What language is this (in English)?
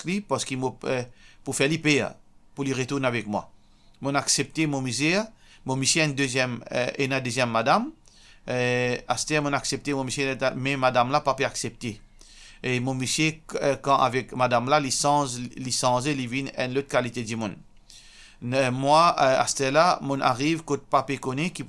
Morisyen